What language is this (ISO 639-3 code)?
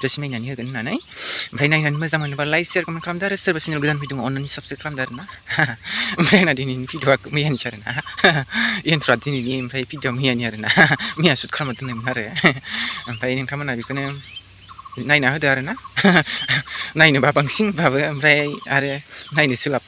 brx